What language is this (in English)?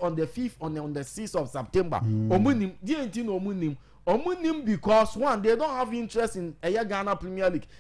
Akan